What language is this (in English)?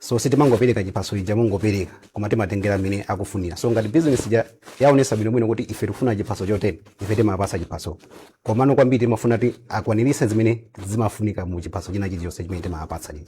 Nyanja